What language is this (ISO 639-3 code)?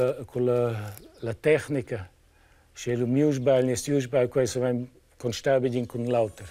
roh